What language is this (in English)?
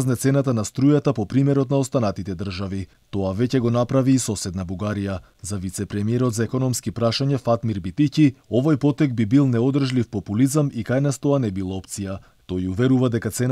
Macedonian